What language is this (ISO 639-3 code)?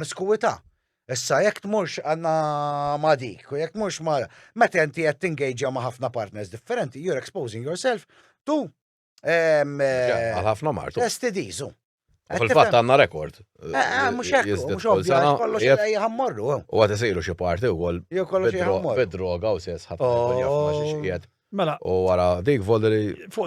mlt